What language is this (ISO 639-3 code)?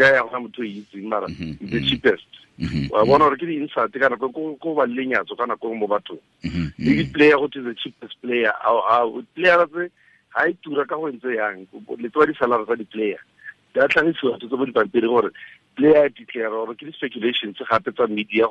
tsn